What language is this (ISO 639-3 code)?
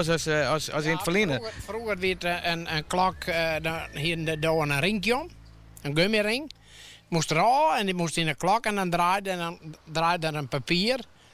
fry